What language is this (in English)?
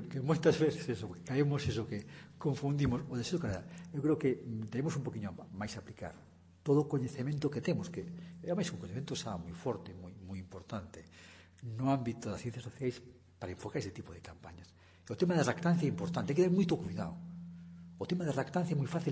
Galician